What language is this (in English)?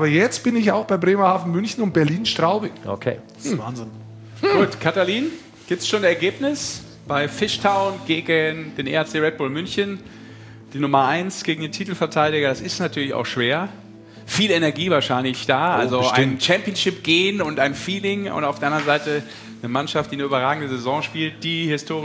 German